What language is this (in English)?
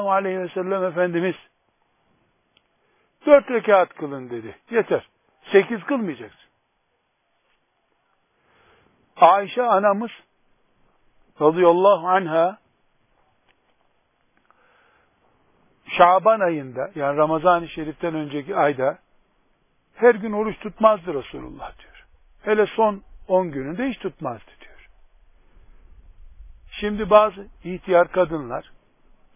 Turkish